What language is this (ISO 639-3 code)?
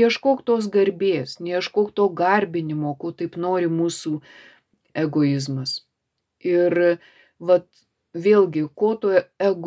lit